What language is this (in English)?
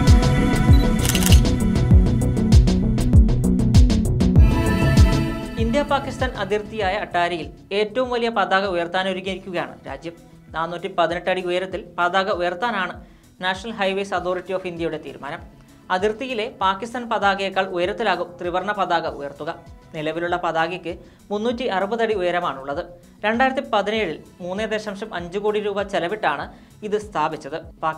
Malayalam